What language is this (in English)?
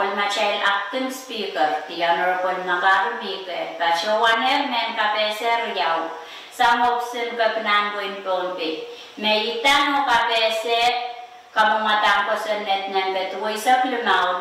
Pohnpeian